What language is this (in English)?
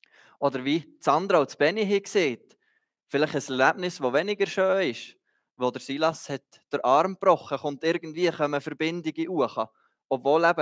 Swiss German